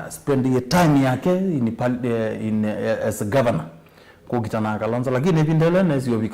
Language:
Kamba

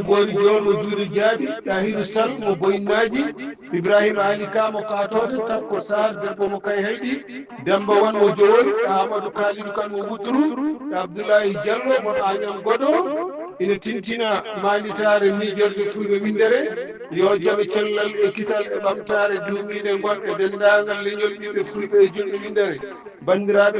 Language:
Fula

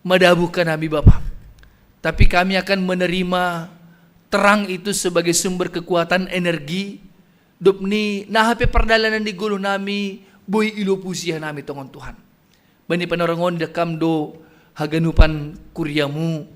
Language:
Batak Simalungun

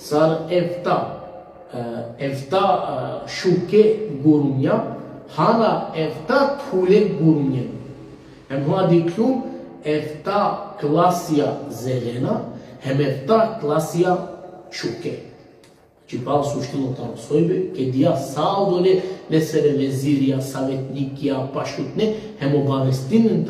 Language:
Balkan Romani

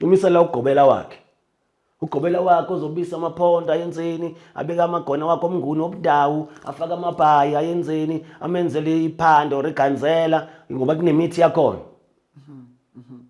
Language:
Zulu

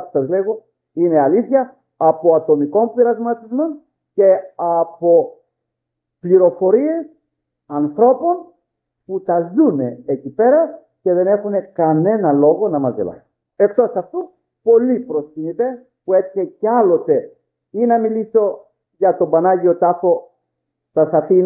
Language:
Greek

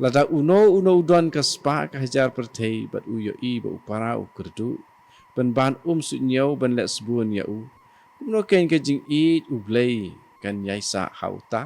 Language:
Khasi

